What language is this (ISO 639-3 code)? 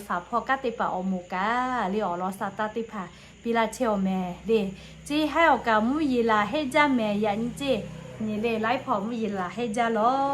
lhu